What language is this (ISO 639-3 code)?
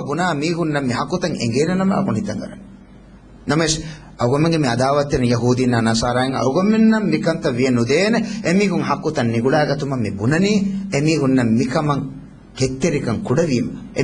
div